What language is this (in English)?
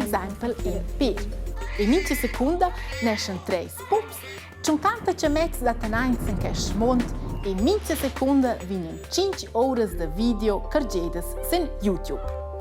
Romansh